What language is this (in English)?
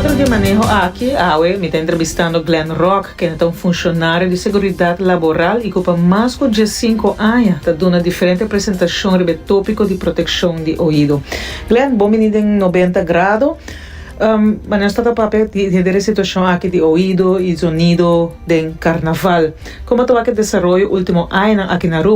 Papiamento